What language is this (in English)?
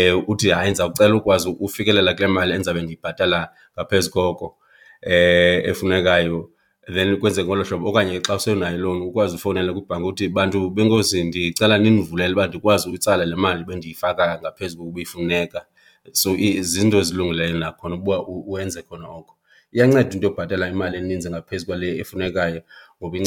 Xhosa